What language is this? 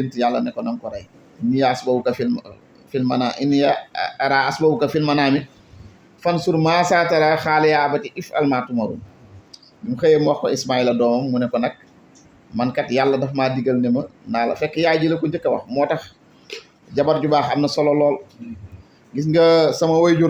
Wolof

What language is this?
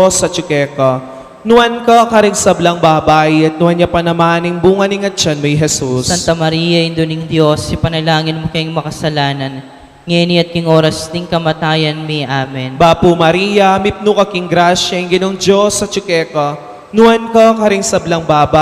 Pampanga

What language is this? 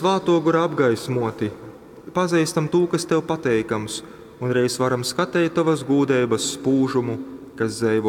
Latgalian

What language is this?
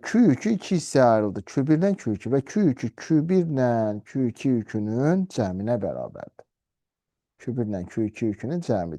Azerbaijani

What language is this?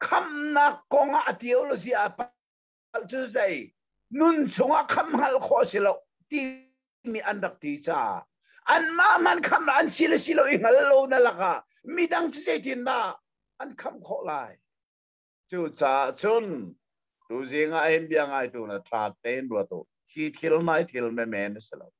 Hakha Chin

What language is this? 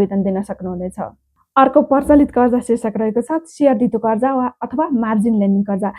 Nepali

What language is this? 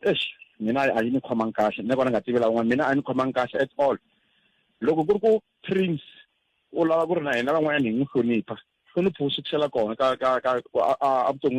Tsonga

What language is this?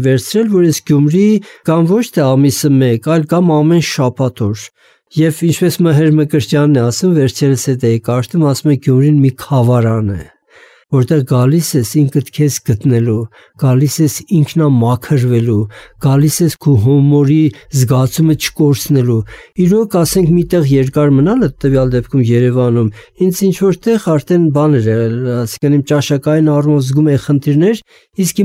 Armenian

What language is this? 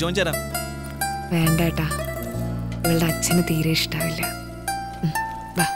Malayalam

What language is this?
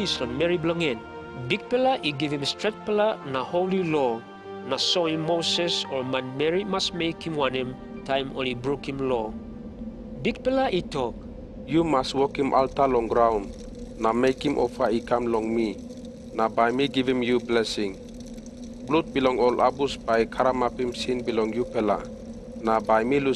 Tok Pisin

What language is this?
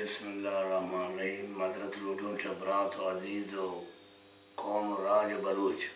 Baluchi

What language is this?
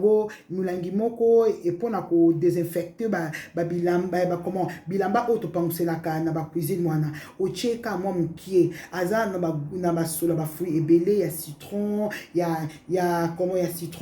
Lingala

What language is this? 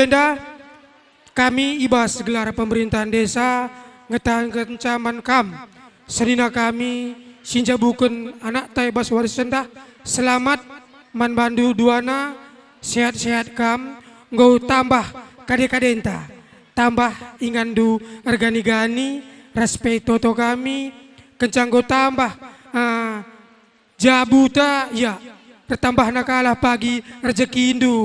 Batak Karo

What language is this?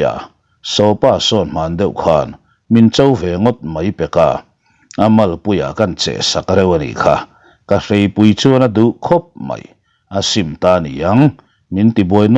Mizo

